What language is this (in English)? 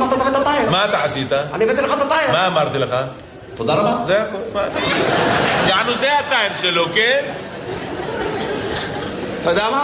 Hebrew